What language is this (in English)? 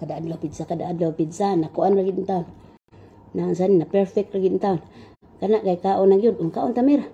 Cebuano